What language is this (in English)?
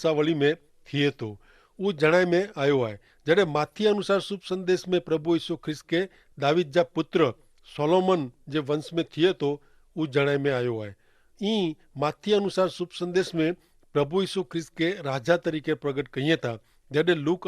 Kachhi